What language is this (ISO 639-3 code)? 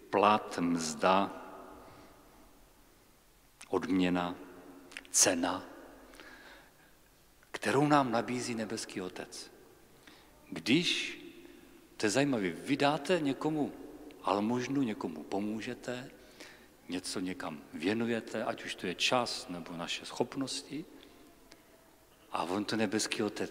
ces